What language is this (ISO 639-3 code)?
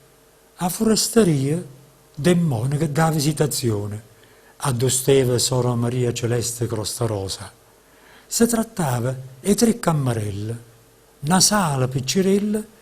nap